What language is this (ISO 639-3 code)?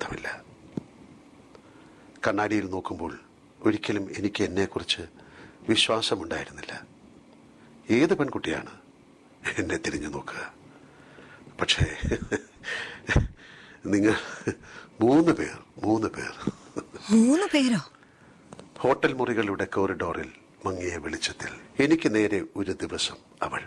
mal